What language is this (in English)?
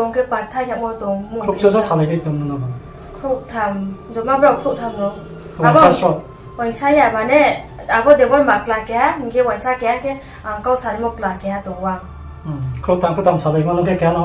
Riang (India)